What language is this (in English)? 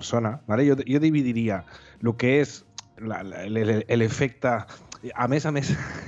Catalan